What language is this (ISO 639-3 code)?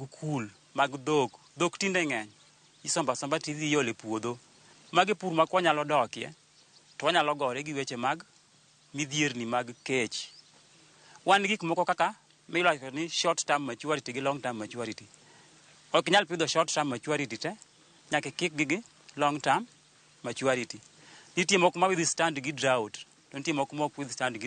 luo